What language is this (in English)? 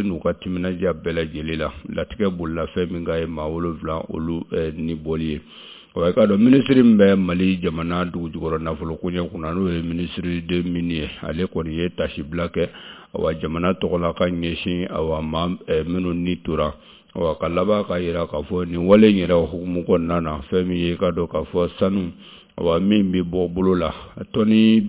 Bambara